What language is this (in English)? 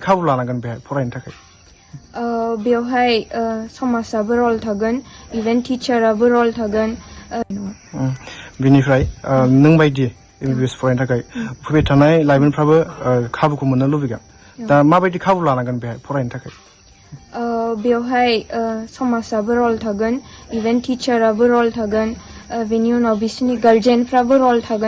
Bodo